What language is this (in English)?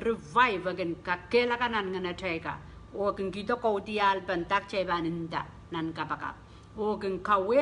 Pohnpeian